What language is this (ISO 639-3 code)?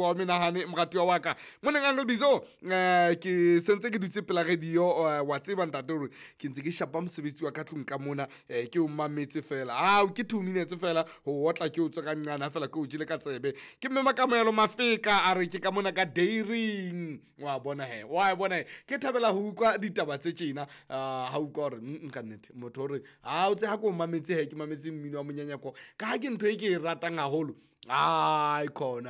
sot